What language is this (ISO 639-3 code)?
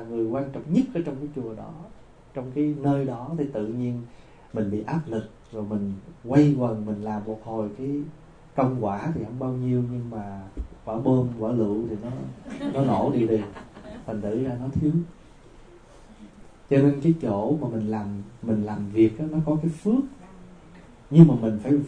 vie